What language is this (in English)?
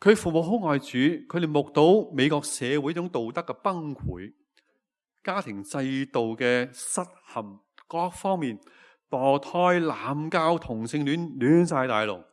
Cantonese